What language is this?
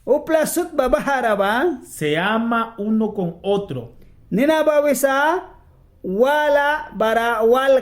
Mískito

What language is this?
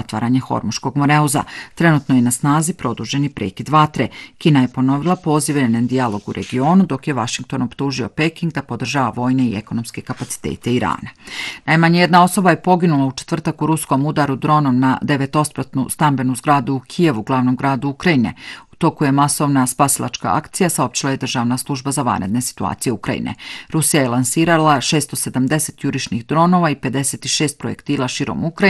Bosnian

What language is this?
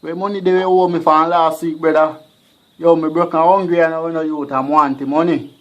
Jamaican Creole English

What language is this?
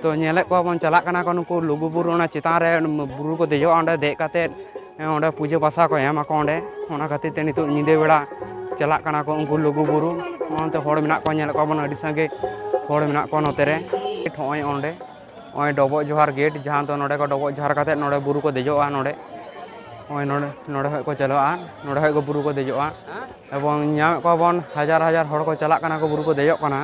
Santali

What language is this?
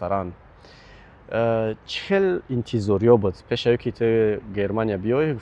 Tajik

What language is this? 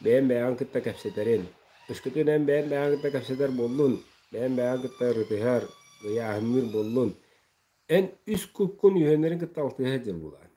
Yakut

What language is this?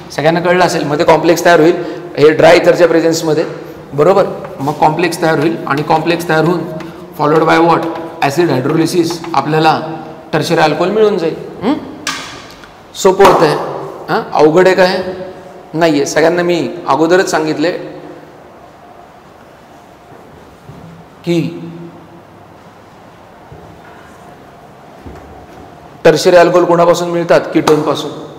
Marathi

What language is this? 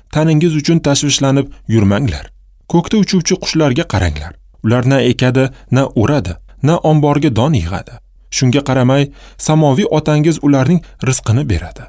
Uzbek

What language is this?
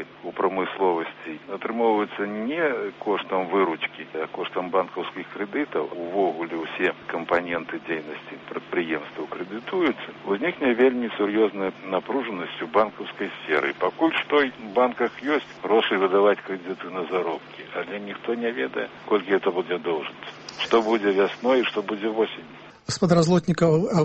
Belarusian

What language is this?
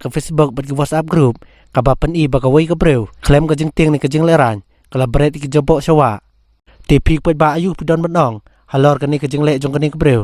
Khasi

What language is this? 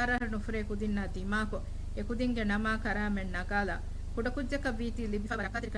Divehi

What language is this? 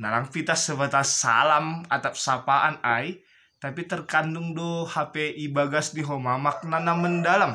Batak Simalungun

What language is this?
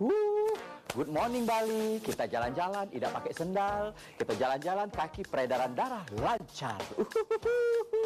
Musi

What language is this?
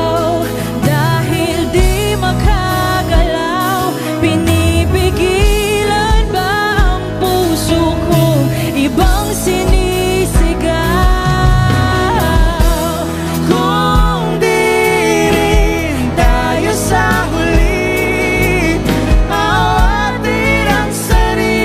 Filipino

